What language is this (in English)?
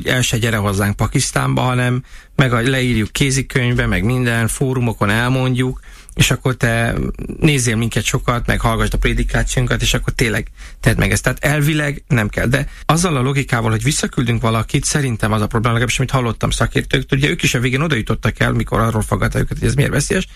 Hungarian